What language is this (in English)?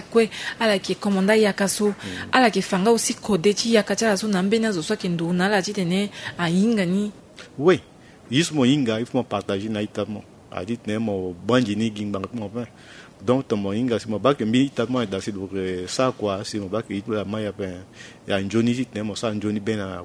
Sango